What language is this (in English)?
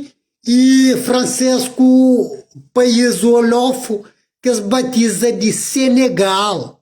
Kabuverdianu